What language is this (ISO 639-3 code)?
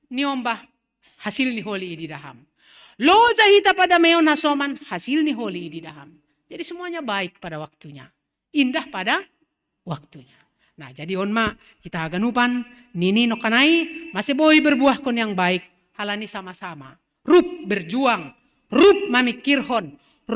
bts